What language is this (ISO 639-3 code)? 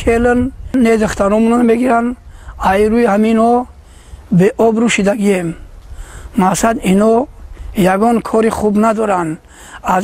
tgk